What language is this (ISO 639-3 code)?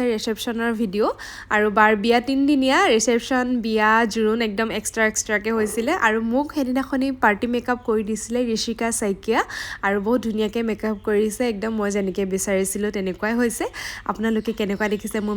asm